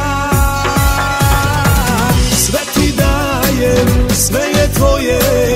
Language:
Serbian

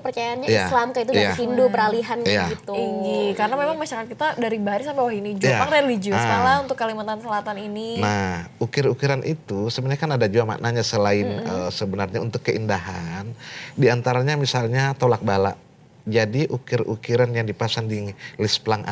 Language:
Banjar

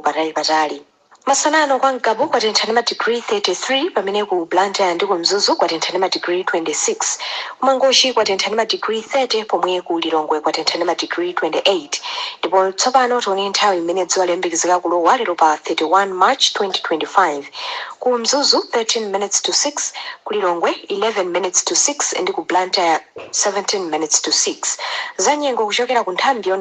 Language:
Nyanja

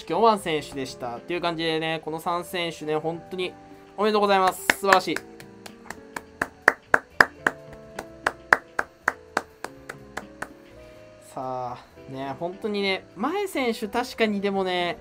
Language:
Japanese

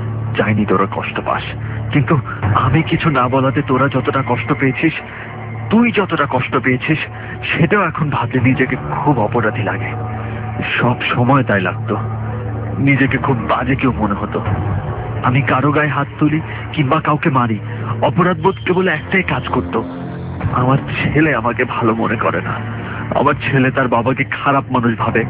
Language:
Bangla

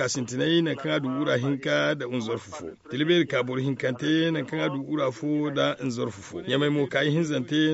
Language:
Zarma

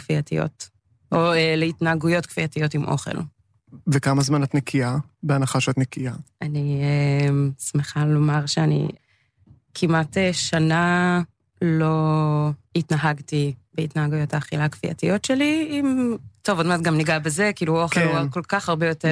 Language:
Hebrew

